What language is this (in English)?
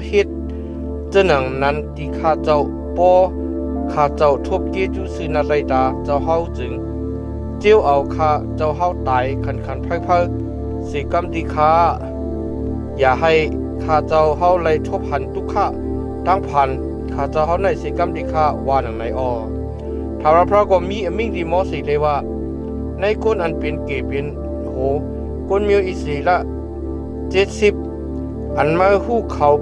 Shan